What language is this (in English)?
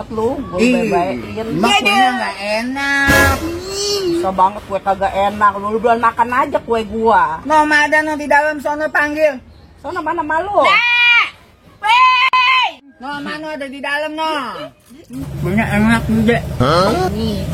Betawi